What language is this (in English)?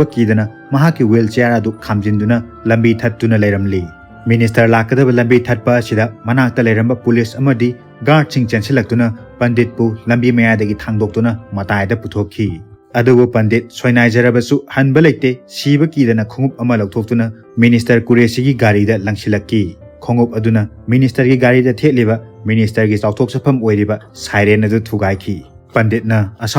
Manipuri